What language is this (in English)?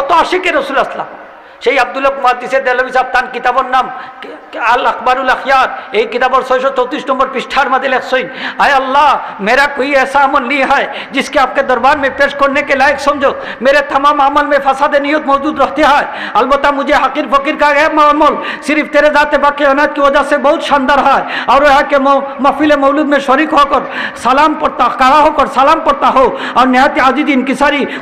Sylheti